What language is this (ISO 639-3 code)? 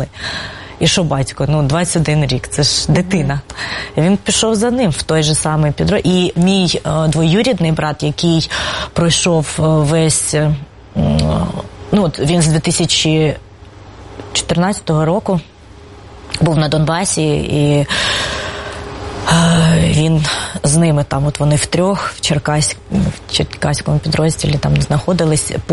ukr